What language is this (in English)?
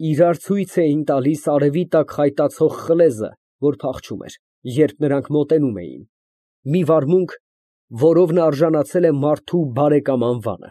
Armenian